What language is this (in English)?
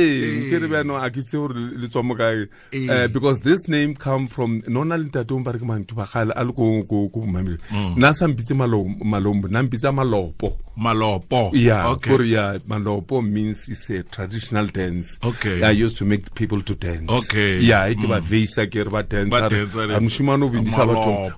Tswana